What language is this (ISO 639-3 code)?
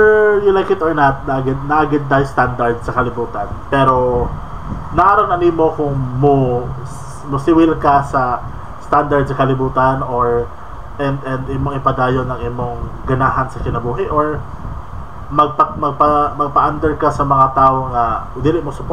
ceb